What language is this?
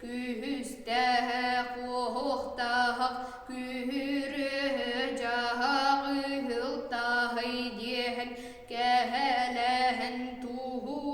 Yakut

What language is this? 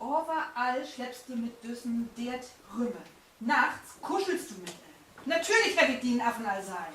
Low German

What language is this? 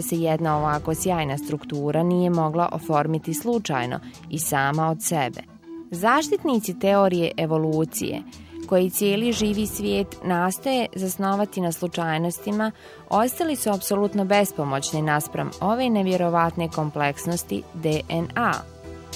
Bosnian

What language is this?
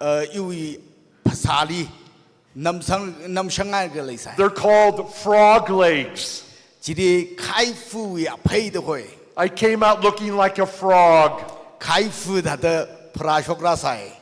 Tangkhul Naga (India)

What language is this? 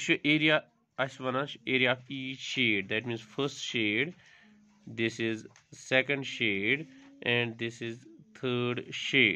Kashmiri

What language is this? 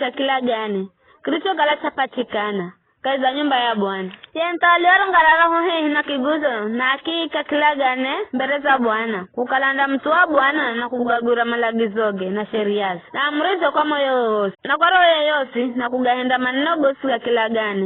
Giryama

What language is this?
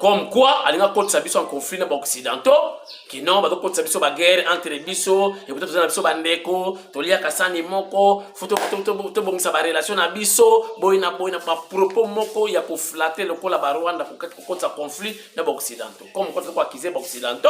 Lingala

